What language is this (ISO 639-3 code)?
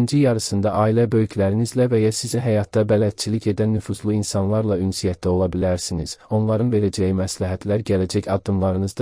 aze